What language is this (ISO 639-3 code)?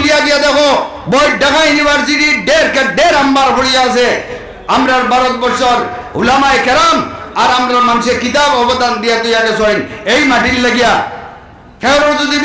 syl